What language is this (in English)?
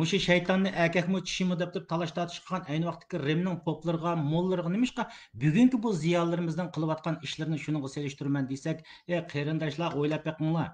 Uyghur